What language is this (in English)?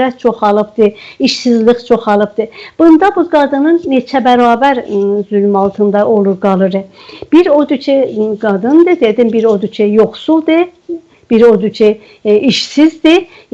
South Azerbaijani